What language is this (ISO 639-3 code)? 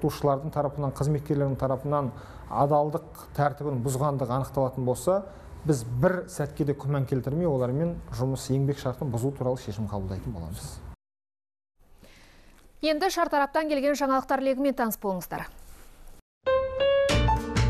kaz